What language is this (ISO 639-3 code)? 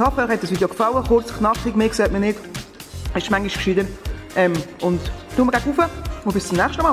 gsw